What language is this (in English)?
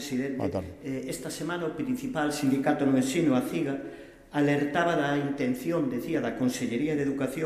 Galician